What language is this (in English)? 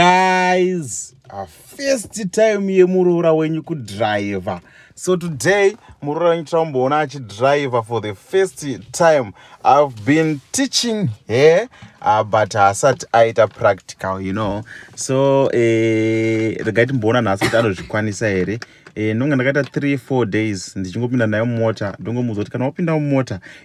Shona